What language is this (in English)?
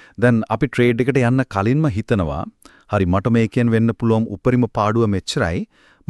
Sinhala